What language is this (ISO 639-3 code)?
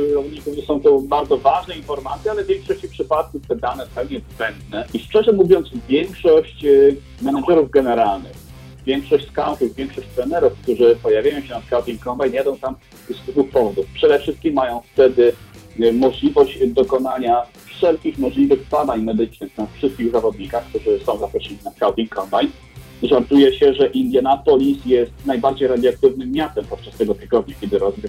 pol